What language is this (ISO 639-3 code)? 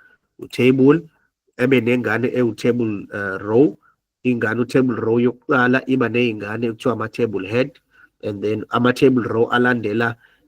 zul